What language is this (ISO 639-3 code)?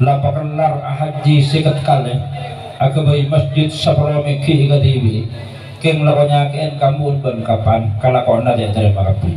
mad